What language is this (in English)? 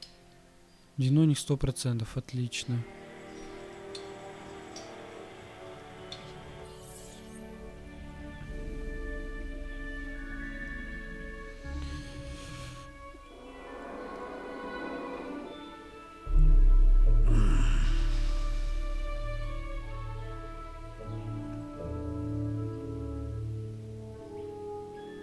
Russian